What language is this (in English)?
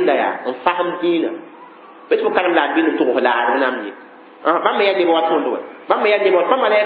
Mossi